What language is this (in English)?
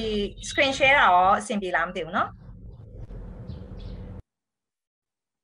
Burmese